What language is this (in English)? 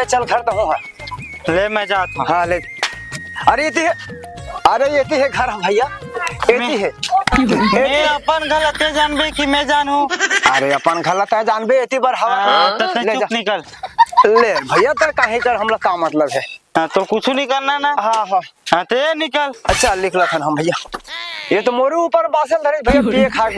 Chhattisgarhi